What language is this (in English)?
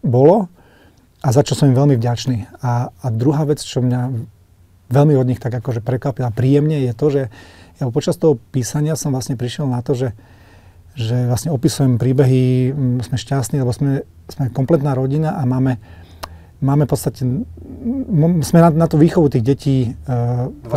Slovak